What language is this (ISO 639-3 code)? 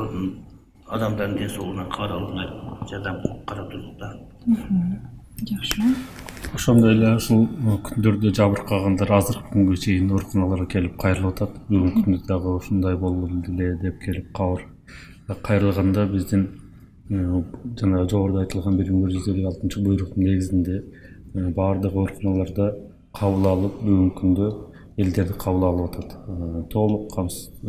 kir